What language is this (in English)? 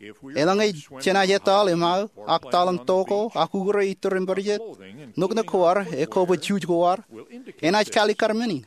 Marshallese